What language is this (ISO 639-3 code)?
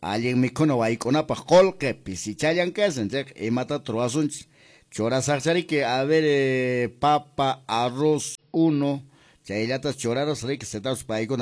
que